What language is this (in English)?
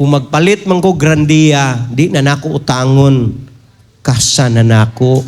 Cebuano